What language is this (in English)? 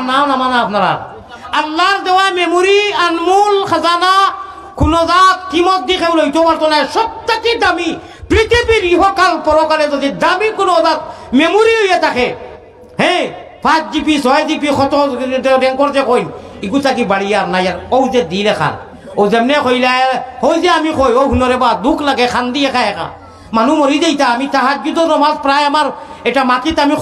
Sylheti